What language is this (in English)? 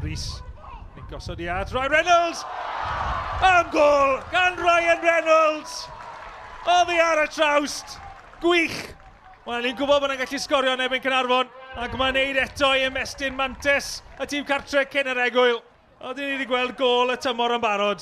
Welsh